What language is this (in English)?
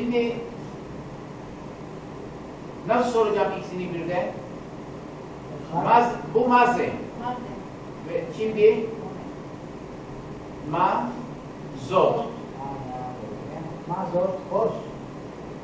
Turkish